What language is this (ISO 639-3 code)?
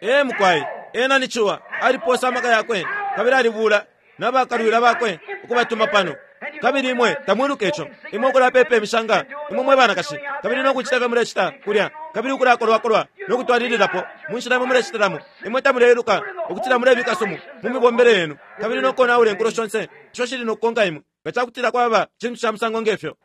bem